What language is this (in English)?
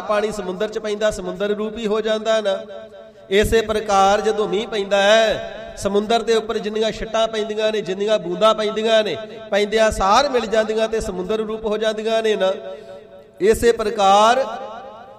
Punjabi